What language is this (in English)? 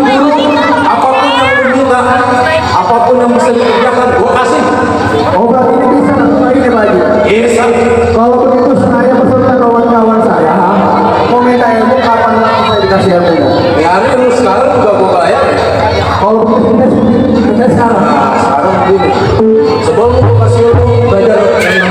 Betawi